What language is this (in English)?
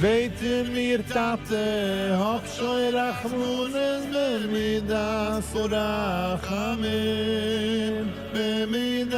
Yiddish